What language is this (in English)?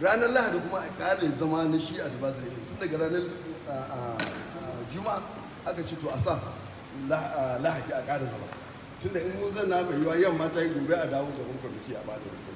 Hausa